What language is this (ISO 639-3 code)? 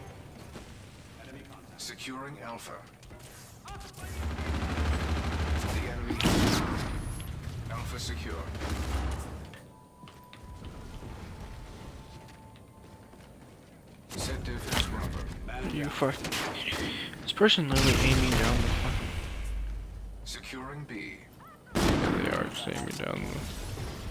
eng